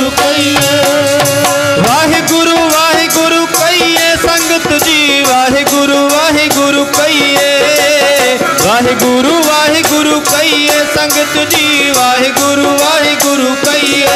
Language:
Punjabi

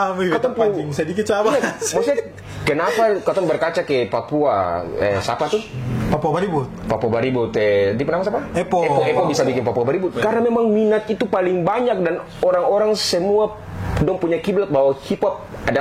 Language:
Ambonese Malay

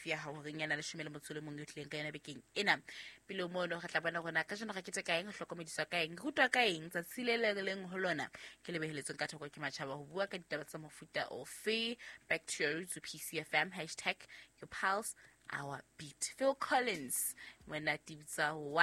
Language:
Southern Sotho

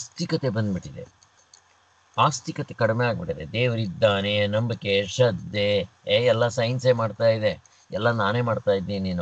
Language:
Kannada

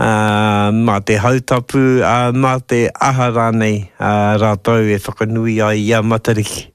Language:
Māori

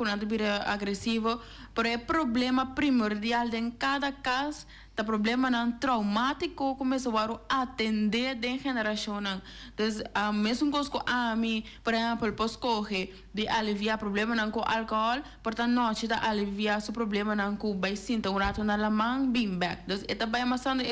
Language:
Papiamento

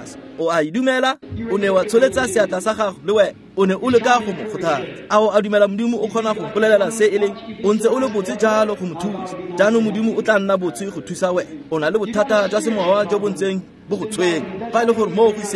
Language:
Tswana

